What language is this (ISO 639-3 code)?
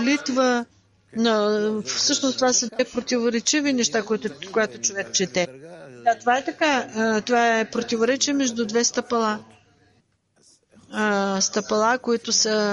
bul